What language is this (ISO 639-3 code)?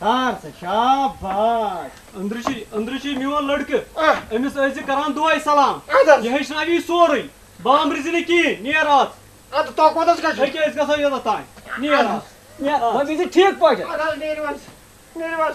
kas